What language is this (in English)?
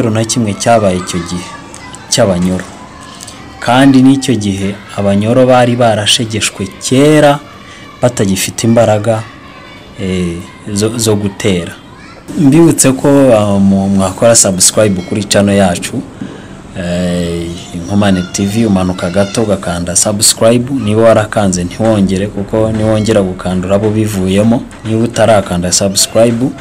Kinyarwanda